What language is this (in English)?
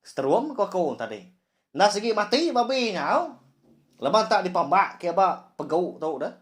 Iban